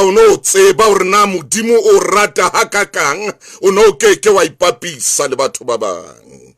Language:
Southern Sotho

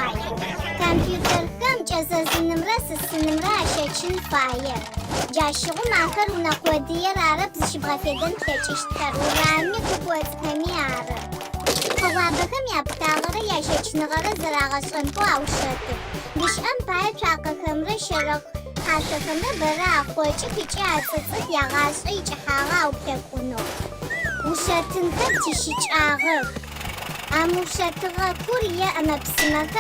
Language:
Adyghe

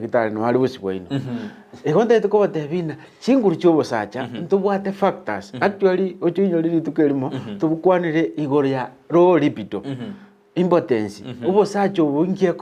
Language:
Gusii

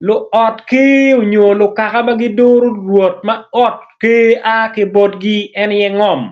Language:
Acoli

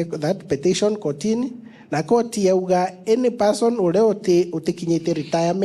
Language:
Meru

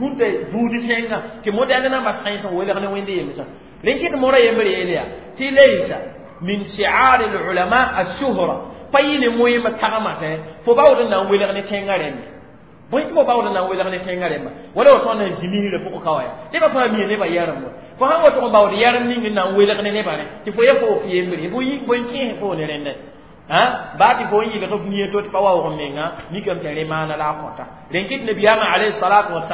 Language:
Mossi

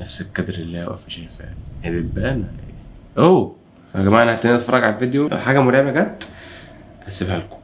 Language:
Egyptian Arabic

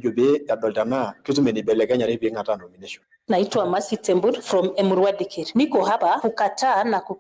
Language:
Masai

